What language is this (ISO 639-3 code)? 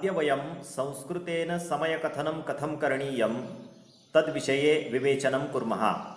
san